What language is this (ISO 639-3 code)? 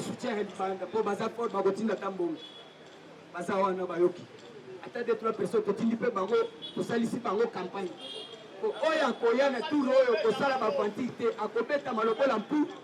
lin